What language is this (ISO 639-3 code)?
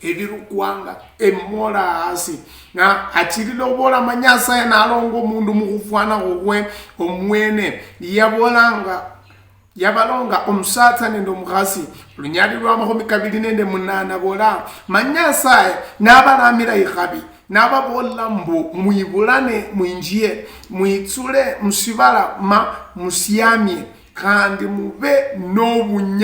luy